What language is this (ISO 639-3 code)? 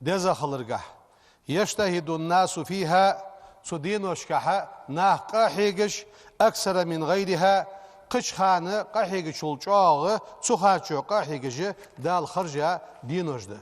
inh